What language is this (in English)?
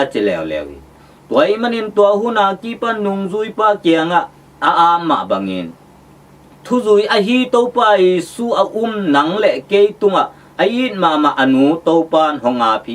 Tedim Chin